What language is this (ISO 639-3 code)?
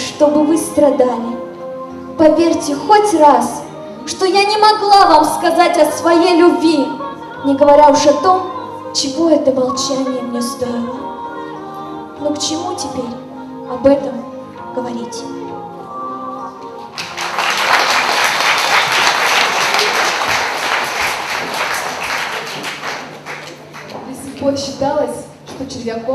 rus